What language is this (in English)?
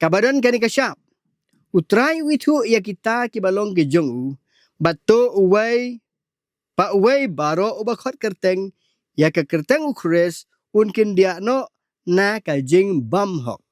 Khasi